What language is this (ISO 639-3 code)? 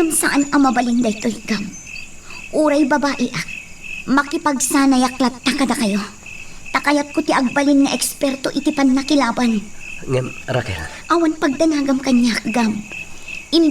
ilo